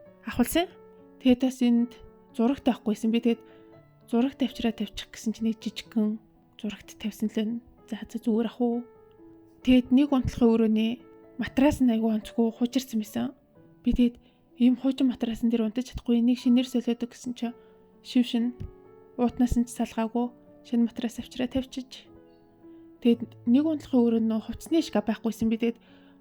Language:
Mongolian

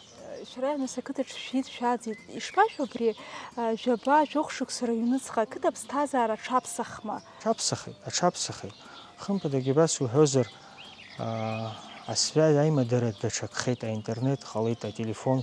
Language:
Abkhazian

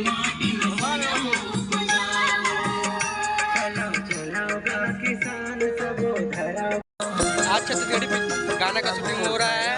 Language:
Chhattisgarhi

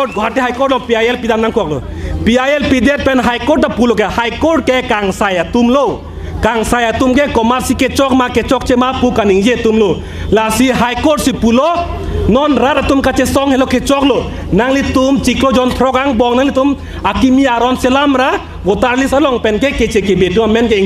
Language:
Karbi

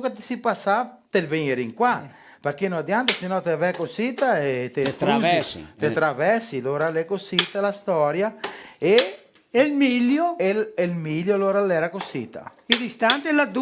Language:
Venetian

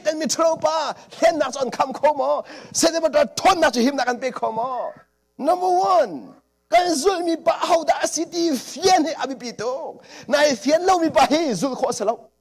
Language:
Hakha Chin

